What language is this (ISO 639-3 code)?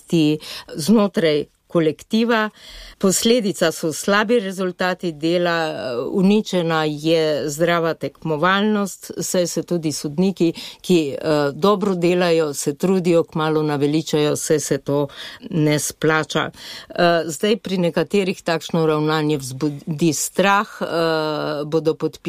slv